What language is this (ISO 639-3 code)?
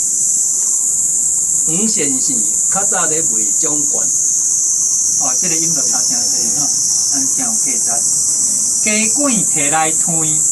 nan